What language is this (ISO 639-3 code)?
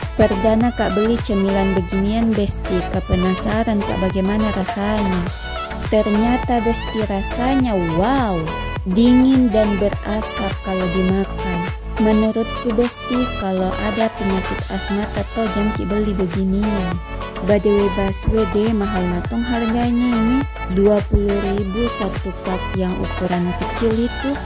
mfp